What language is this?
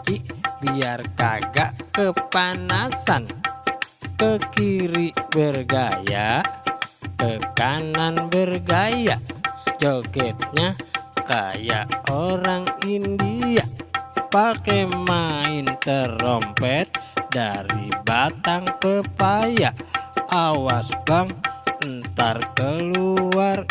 Betawi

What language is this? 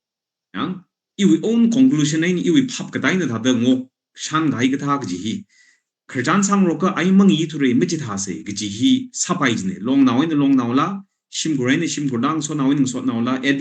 Tangkhul Naga (India)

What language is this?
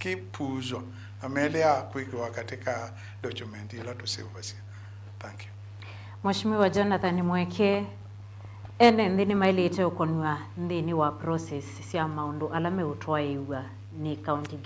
Kamba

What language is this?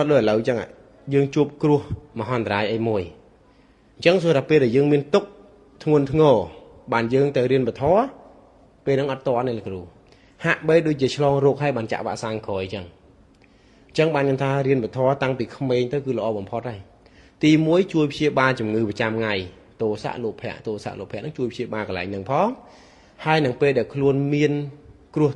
Khmer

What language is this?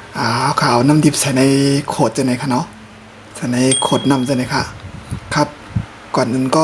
Shan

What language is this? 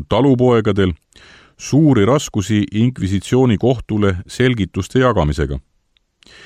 Estonian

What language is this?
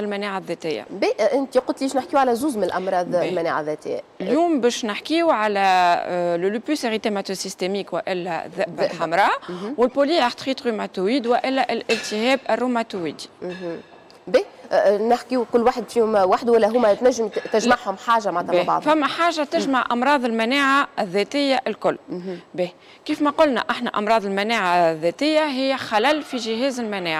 Tunisian Arabic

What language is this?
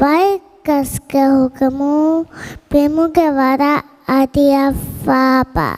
Divehi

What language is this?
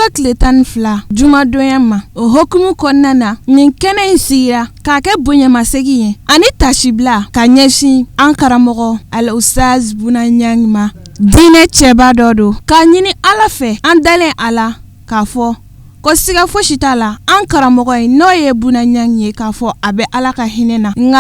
Bambara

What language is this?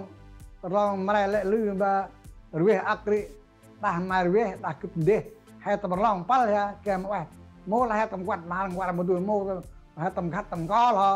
Central Mnong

